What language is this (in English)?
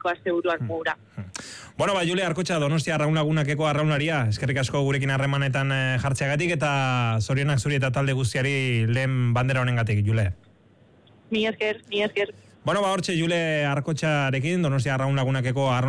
Basque